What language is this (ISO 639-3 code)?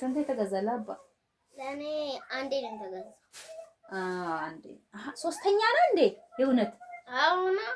amh